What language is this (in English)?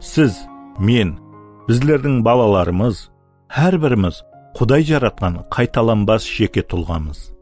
Kara-Kalpak